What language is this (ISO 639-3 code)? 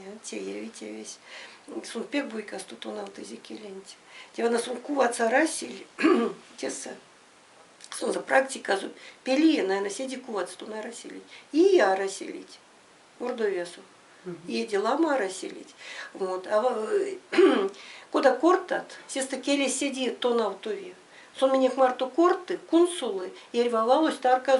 myv